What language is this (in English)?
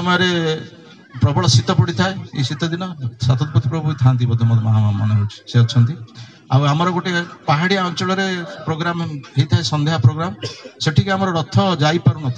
Odia